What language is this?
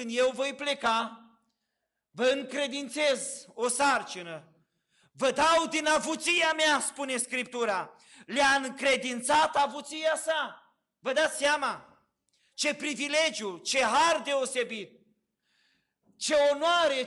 Romanian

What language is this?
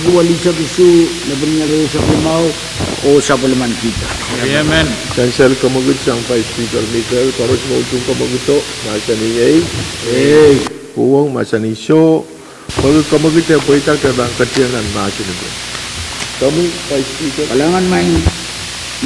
Pohnpeian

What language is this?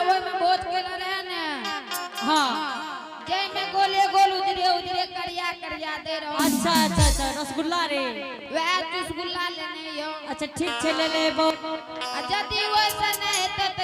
Angika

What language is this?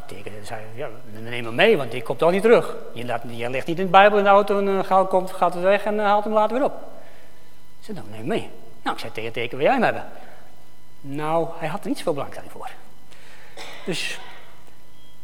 Dutch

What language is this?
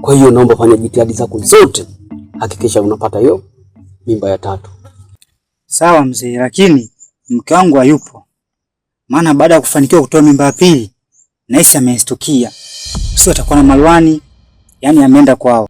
Swahili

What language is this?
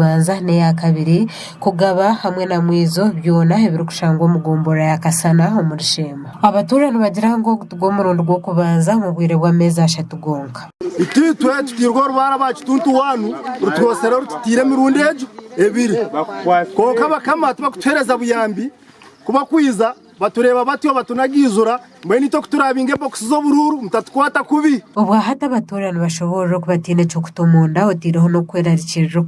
Nyankole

